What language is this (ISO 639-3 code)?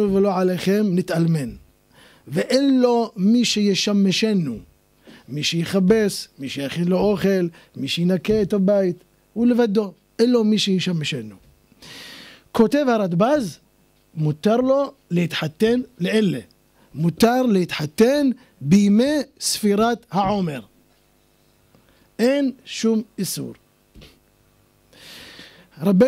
heb